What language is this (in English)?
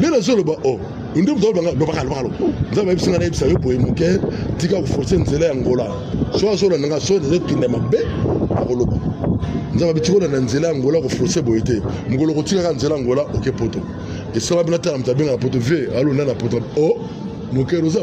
Lingala